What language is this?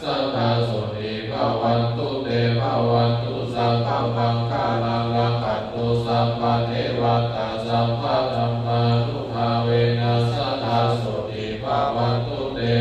Pali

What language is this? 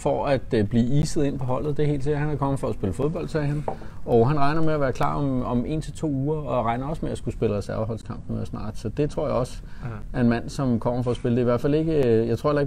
Danish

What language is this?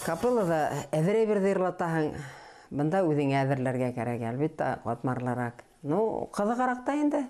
Bashkir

